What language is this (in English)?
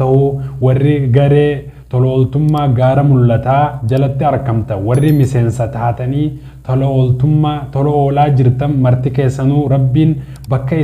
Oromo